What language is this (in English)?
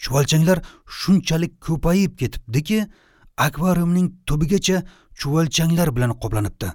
Uzbek